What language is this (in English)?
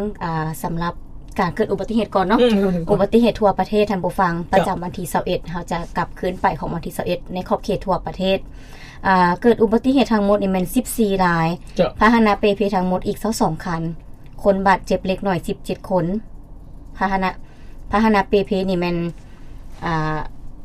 Lao